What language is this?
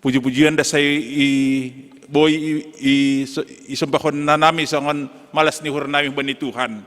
Batak Simalungun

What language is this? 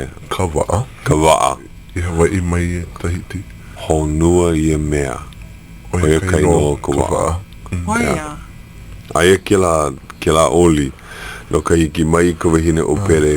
Hawaiian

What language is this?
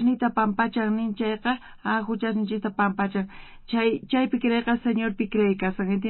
South Bolivian Quechua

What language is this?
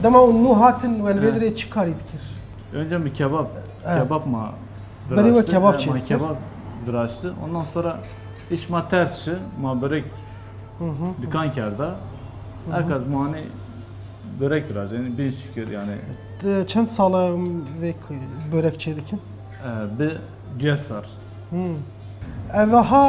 Kurdish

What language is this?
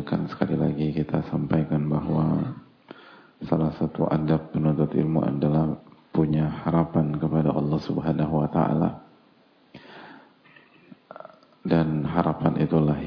Indonesian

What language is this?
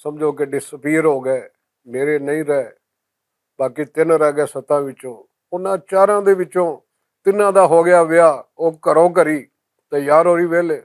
Western Panjabi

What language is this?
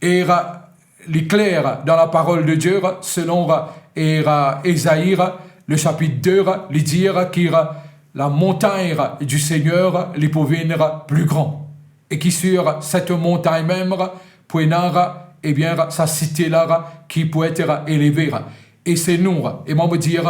Morisyen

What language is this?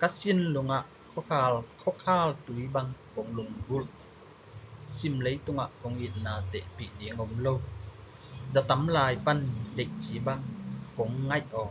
Tedim Chin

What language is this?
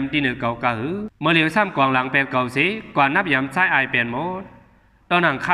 Shan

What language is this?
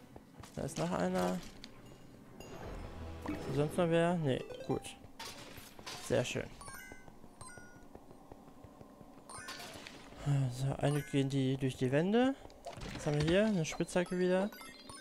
German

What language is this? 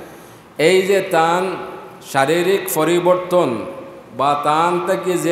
Sylheti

